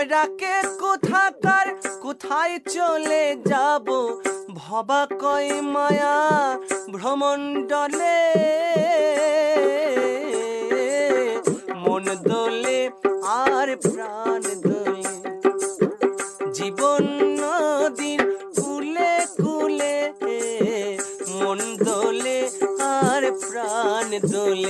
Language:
Bangla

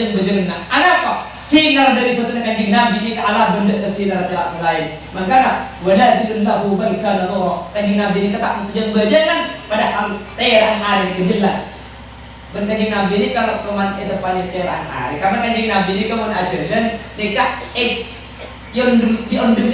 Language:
Madurese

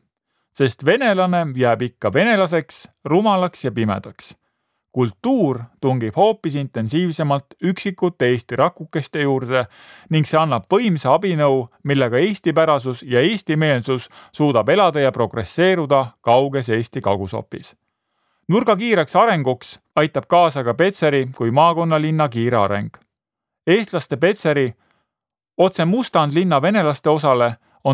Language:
Estonian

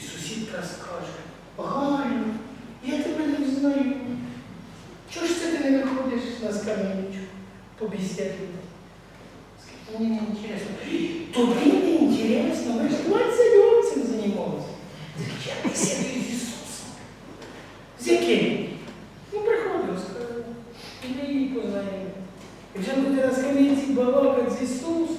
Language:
Ukrainian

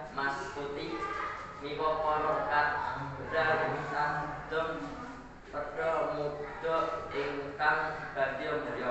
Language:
Javanese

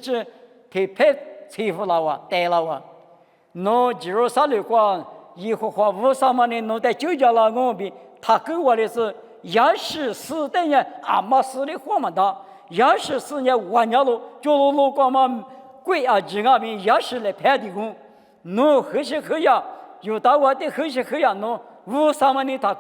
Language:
Lisu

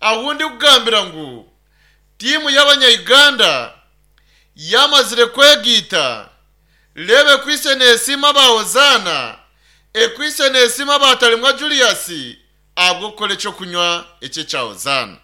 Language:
Nyankole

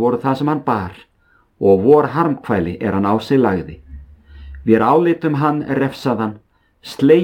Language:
Icelandic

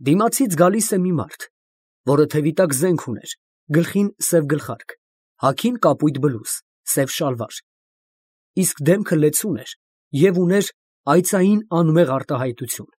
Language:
Armenian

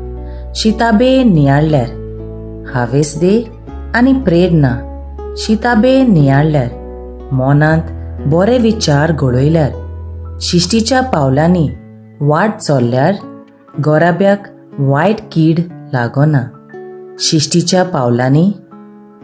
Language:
Konkani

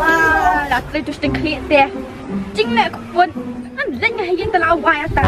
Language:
Khasi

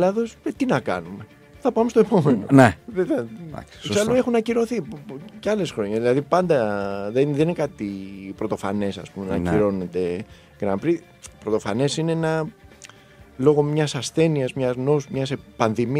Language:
Greek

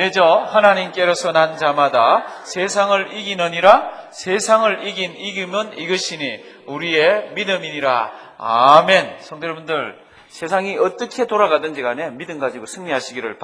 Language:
Korean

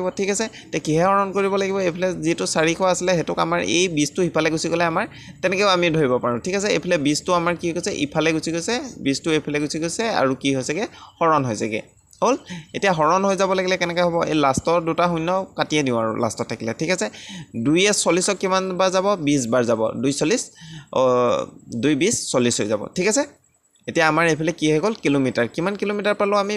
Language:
Assamese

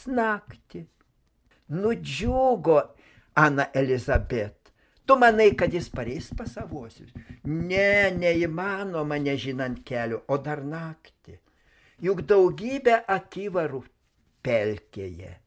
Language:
Lithuanian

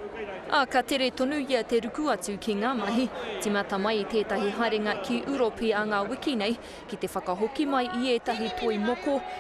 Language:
Māori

